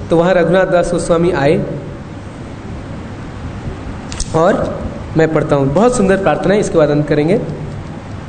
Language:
Hindi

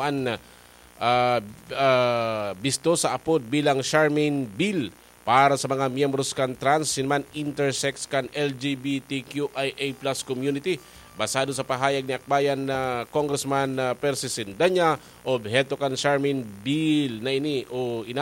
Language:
Bikol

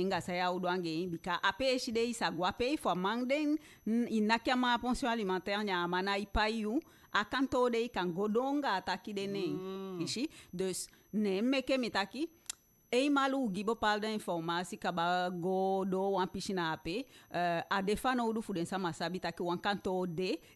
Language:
Eastern Maroon Creole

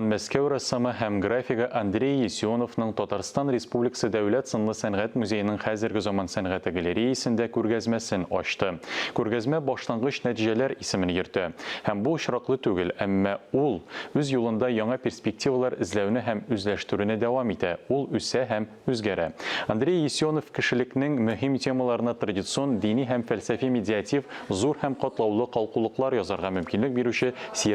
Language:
Tatar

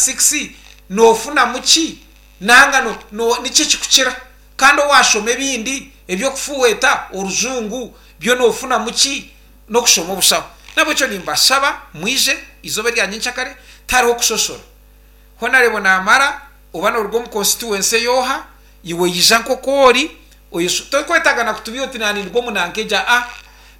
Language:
Nyankole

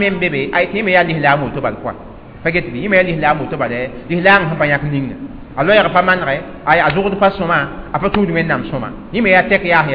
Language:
Mossi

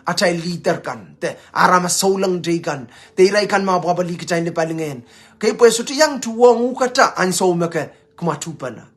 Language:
Pohnpeian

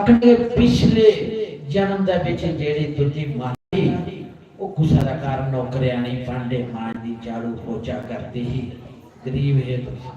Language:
Dogri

